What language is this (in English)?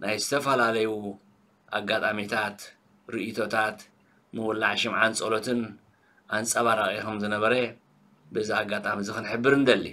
Tigrinya